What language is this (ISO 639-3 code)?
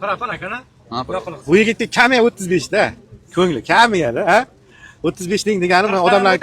uzb